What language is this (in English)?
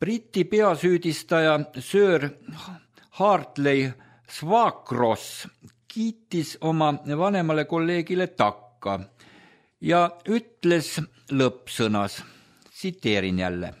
Estonian